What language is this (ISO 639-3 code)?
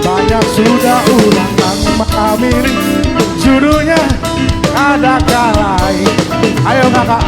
bjn